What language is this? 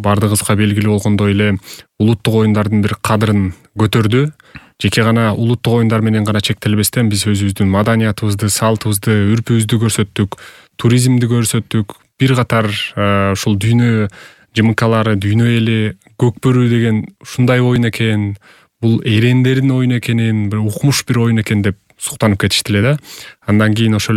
Kyrgyz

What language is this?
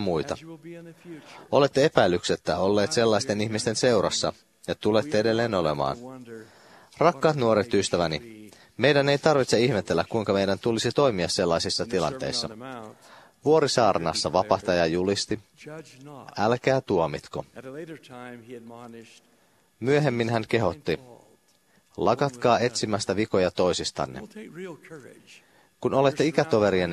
Finnish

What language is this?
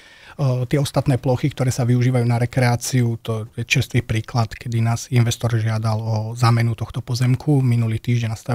Slovak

